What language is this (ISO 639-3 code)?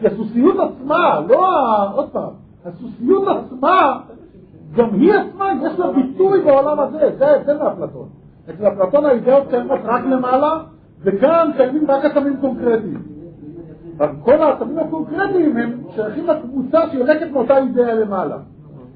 heb